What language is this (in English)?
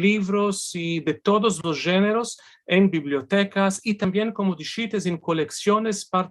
Ladino